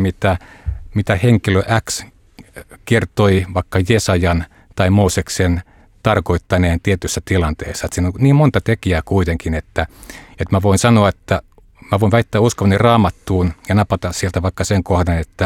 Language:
Finnish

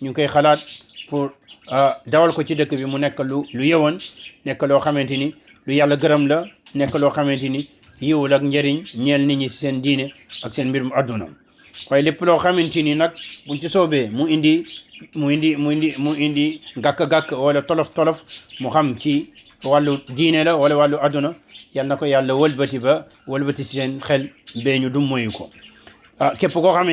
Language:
Wolof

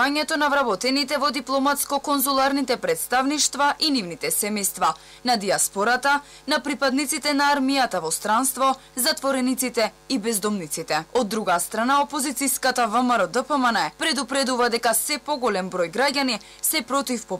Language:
Macedonian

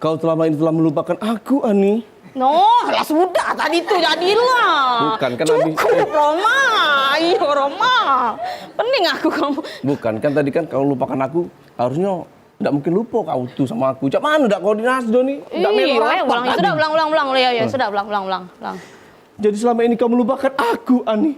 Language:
Musi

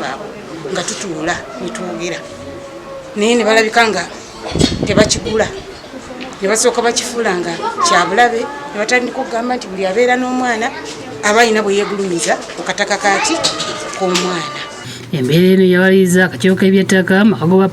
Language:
Ganda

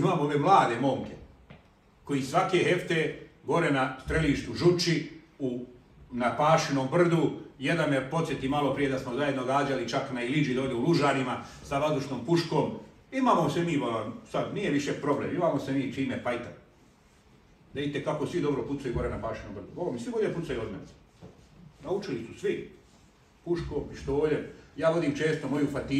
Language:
Bosnian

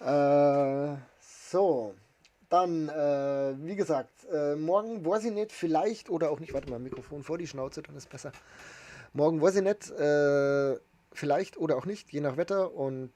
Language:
Bavarian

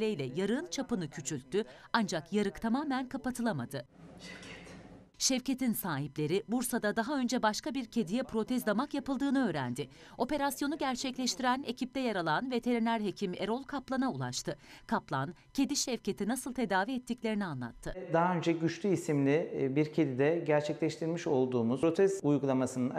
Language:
Turkish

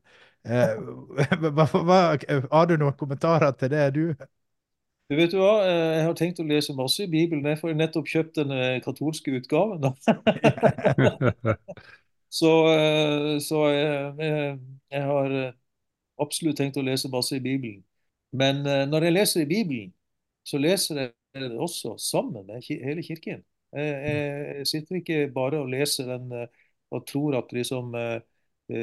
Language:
Norwegian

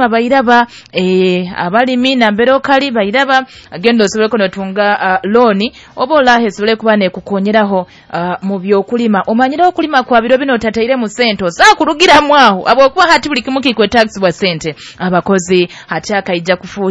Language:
Nyoro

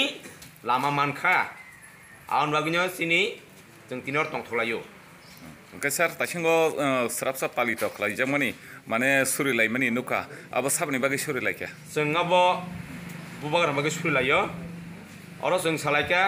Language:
Kok Borok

